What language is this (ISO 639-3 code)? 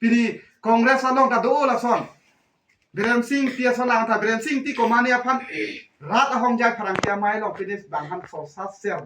mjw